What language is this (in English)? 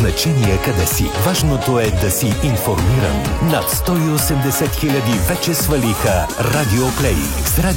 Bulgarian